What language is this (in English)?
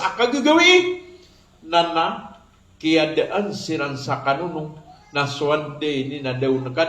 Maranao